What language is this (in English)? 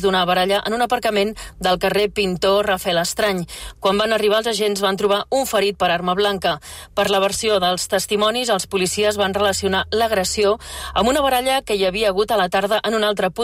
Catalan